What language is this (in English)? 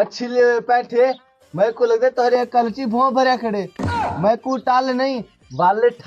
Saraiki